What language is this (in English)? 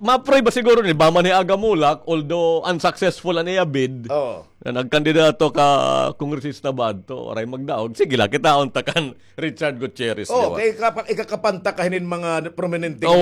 Waray